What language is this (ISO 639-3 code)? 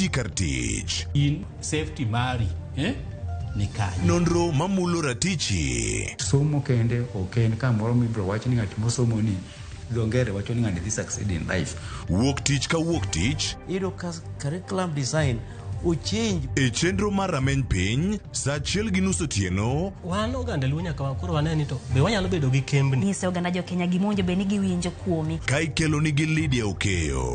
luo